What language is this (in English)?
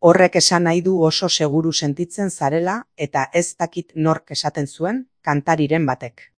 Basque